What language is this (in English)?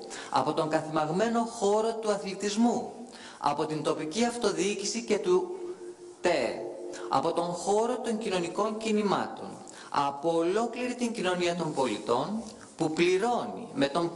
Greek